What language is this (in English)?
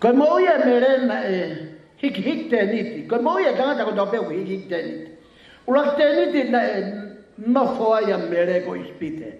Tongan